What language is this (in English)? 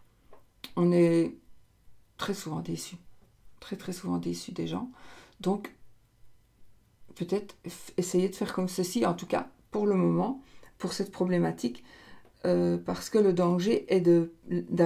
French